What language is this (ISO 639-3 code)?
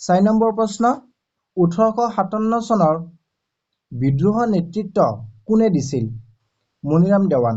asm